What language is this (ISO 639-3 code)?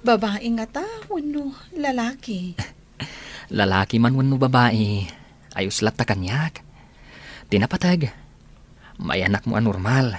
ilo